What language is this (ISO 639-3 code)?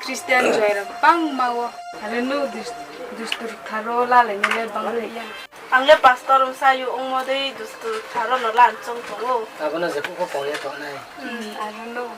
ria